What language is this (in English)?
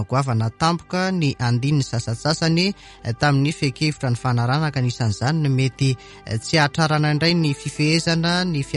Malagasy